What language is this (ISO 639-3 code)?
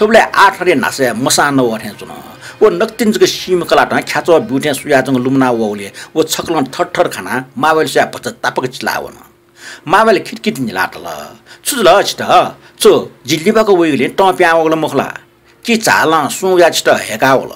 new